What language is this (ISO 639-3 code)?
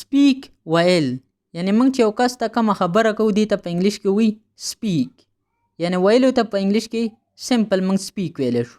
pus